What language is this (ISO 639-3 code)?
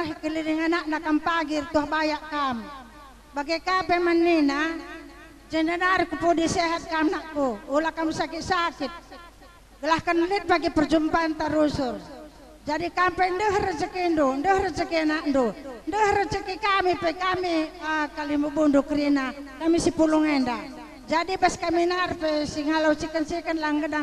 btx